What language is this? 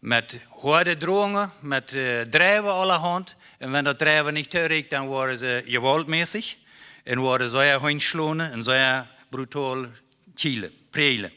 Plautdietsch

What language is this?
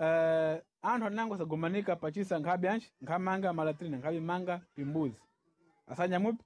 Sena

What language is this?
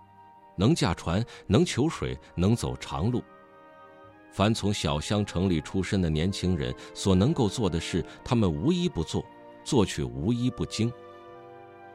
Chinese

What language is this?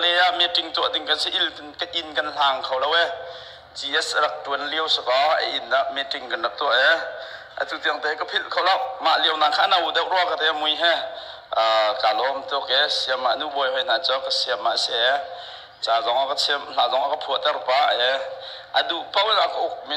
Hakha Chin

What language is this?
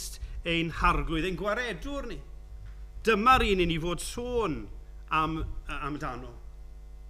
Welsh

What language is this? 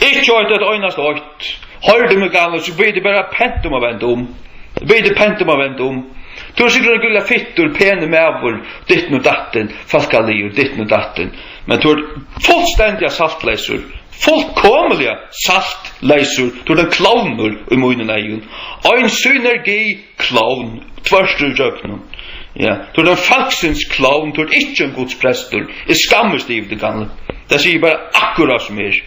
Faroese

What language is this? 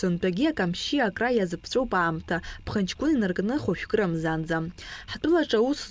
Abkhazian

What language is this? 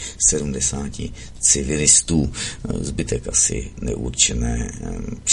Czech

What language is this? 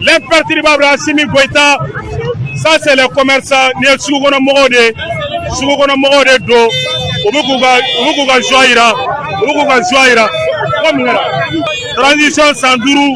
Bambara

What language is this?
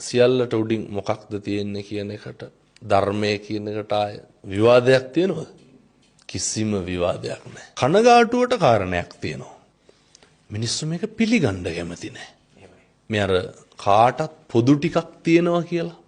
Sinhala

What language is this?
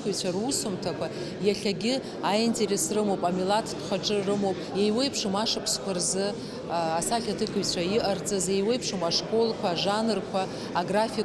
Abkhazian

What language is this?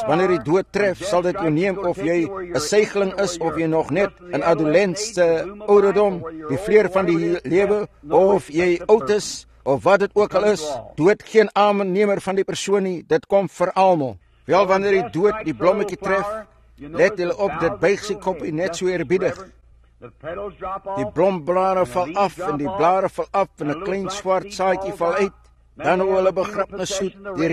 Afrikaans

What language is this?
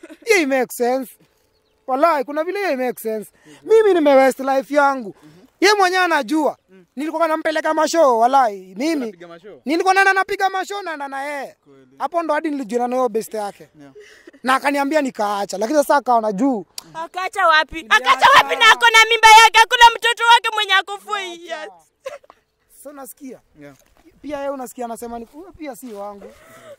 Swahili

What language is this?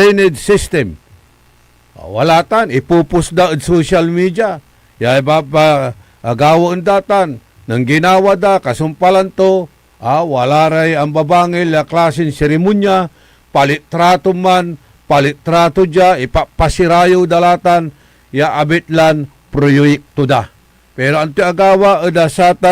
Pangasinan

